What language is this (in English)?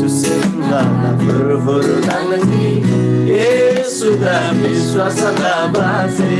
Eastern Tamang